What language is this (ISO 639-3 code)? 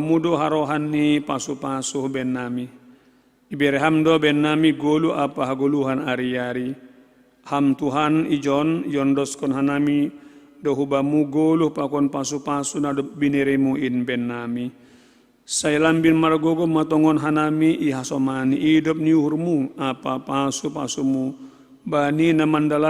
bts